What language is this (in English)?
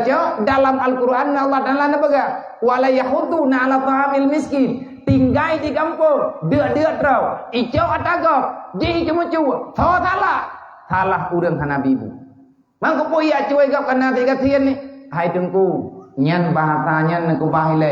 Achinese